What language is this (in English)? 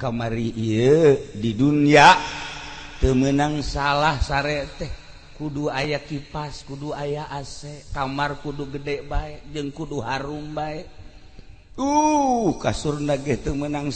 Sundanese